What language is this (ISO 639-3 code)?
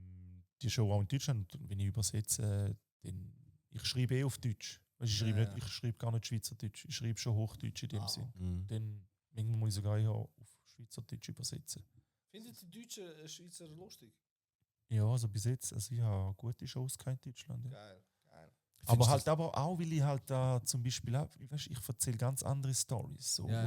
gsw